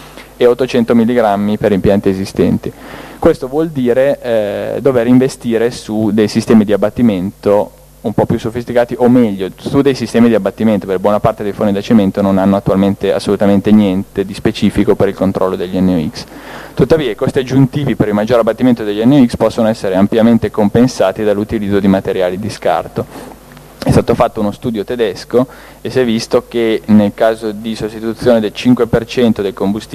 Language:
Italian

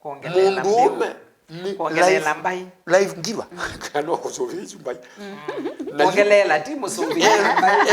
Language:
Kamba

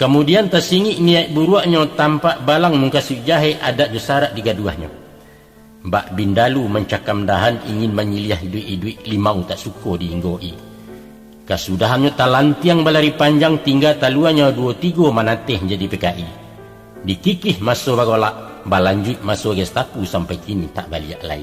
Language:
Minangkabau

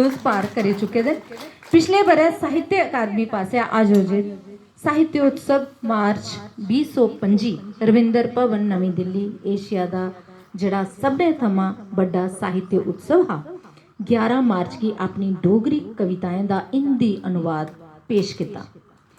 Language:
Dogri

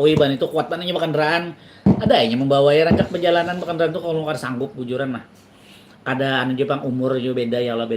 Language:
Banjar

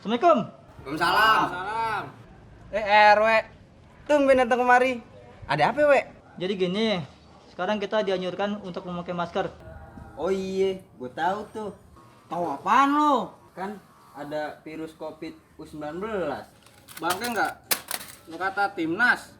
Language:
Betawi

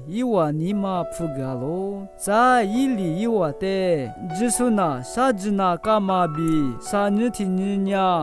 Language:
Lisu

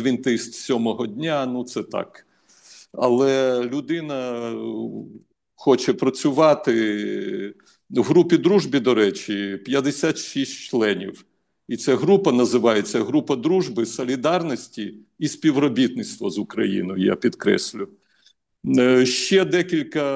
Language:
Ukrainian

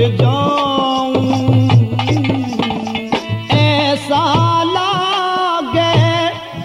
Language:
Hindi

